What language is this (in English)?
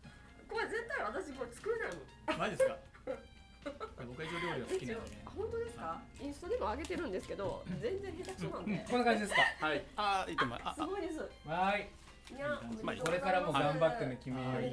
Japanese